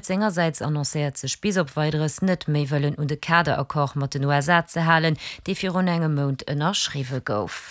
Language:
Luxembourgish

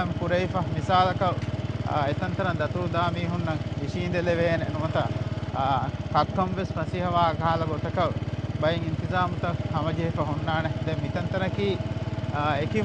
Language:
Divehi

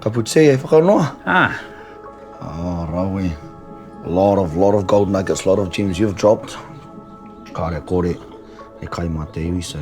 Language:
Māori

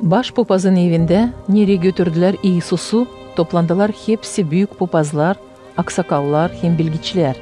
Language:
Gagauz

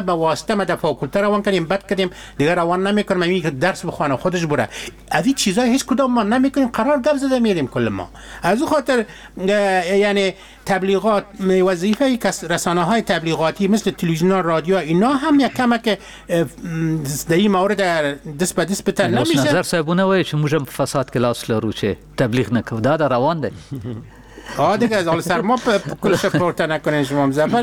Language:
Persian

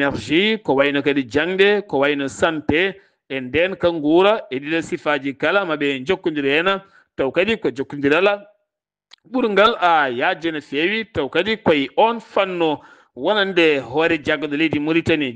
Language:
Fula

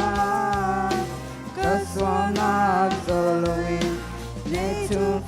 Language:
Hakha Chin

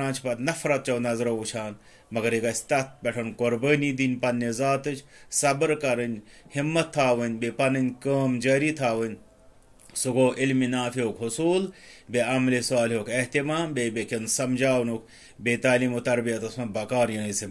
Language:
Kashmiri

